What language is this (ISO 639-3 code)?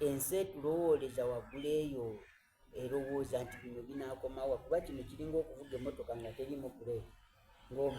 xog